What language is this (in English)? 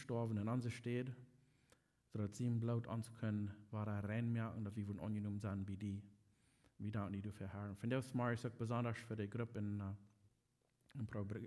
Plautdietsch